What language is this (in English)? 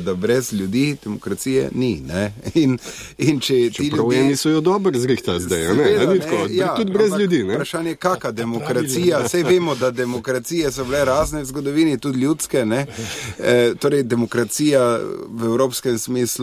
Slovenian